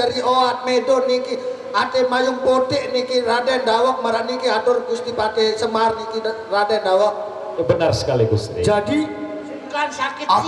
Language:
Sasak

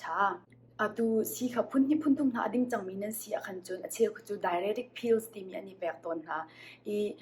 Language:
Hakha Chin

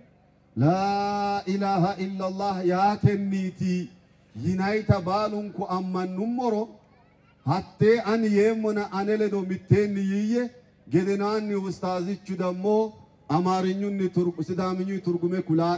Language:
Sidamo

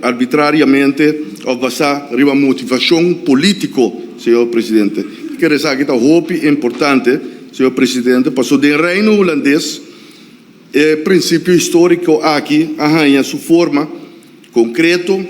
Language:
Papiamento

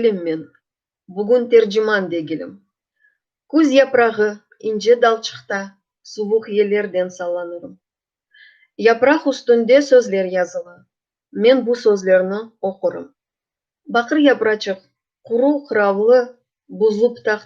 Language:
Crimean Tatar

